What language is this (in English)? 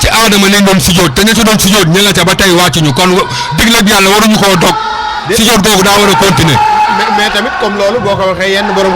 Wolof